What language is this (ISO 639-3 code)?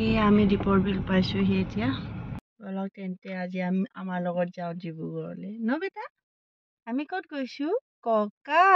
asm